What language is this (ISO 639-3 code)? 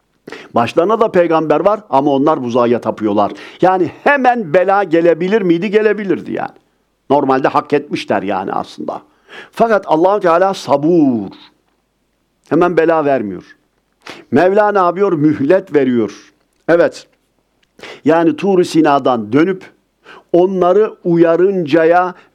tur